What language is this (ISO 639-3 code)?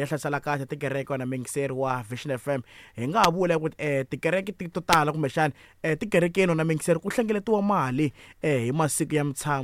tso